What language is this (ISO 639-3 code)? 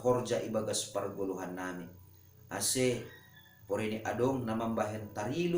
bts